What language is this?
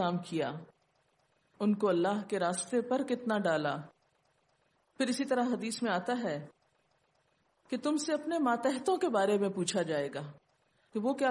Urdu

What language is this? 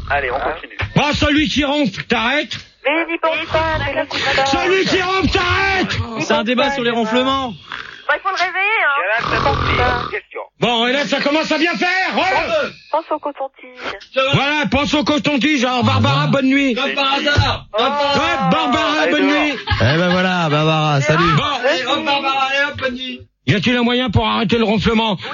French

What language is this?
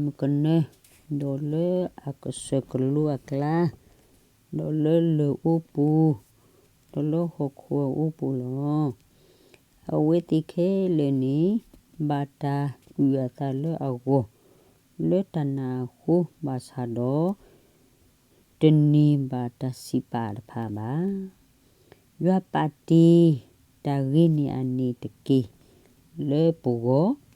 S'gaw Karen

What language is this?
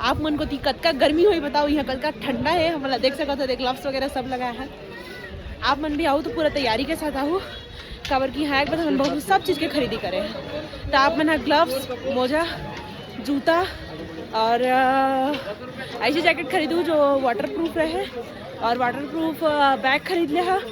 Chhattisgarhi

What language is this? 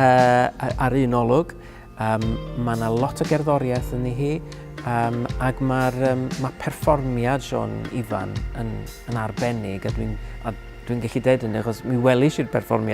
Welsh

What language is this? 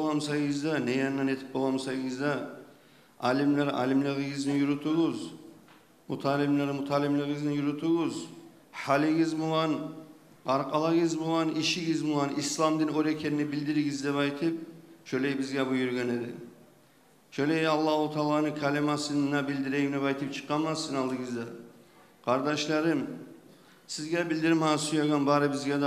Kumyk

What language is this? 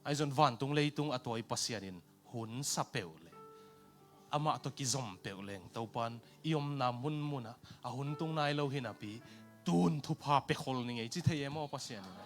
Tedim Chin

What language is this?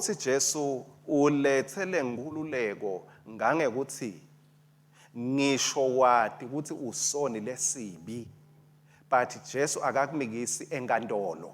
Swati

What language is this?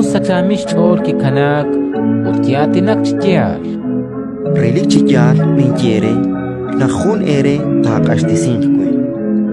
Kekchí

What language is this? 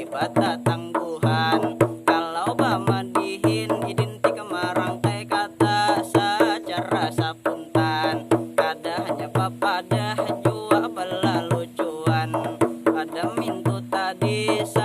Banjar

